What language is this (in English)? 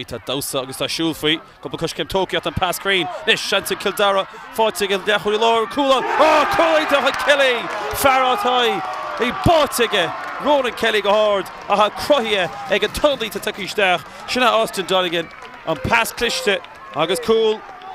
Irish